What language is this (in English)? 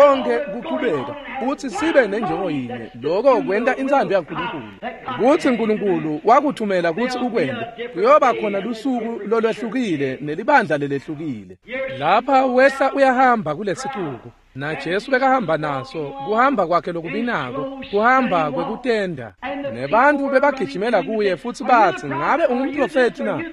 Swati